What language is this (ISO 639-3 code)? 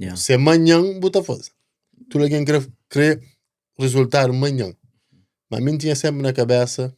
kea